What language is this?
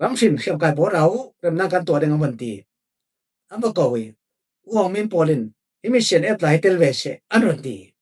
Falam Chin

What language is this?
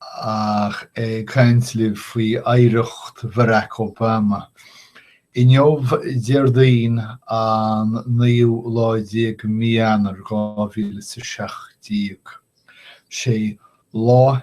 Irish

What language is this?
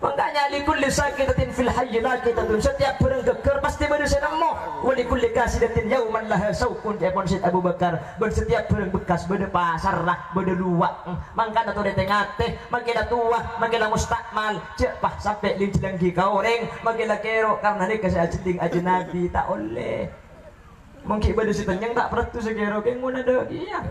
Madurese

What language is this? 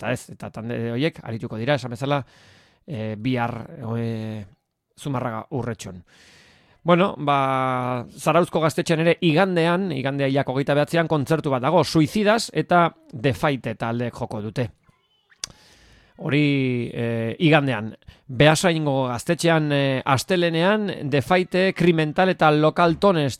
Basque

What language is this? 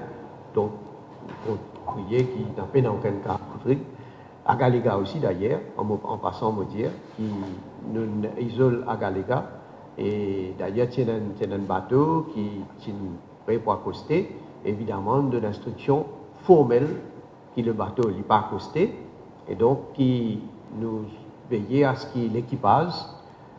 Morisyen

